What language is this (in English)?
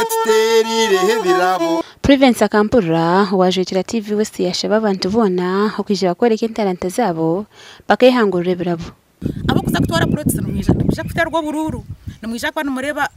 Nyankole